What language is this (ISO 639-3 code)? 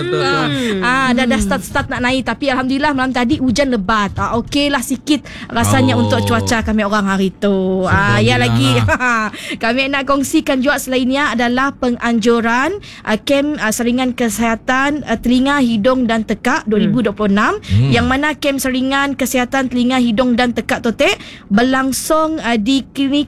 msa